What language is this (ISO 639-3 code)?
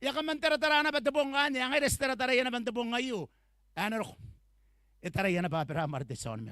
gil